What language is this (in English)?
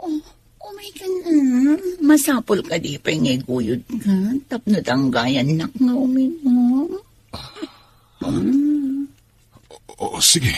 Iloko